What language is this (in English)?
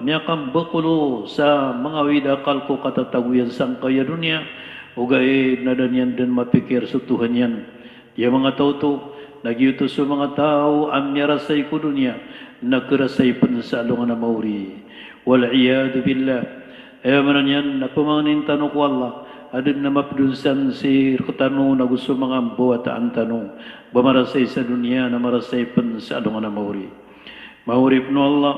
Maranao